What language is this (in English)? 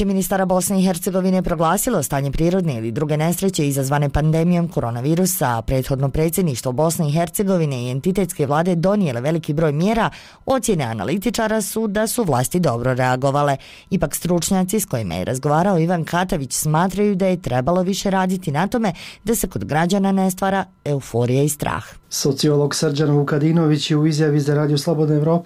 Bosnian